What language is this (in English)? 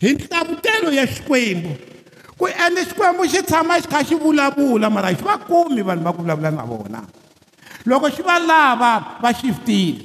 Tsonga